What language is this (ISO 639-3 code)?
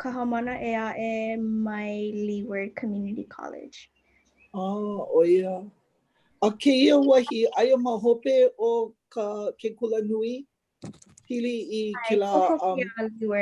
haw